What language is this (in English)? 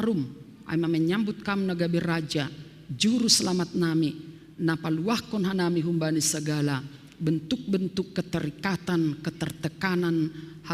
Batak Simalungun